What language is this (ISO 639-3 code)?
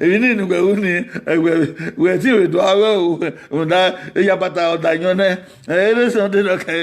bin